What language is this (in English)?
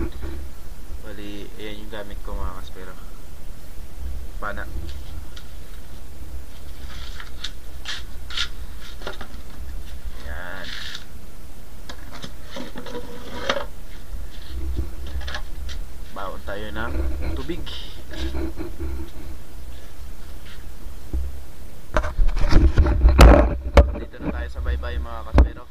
Filipino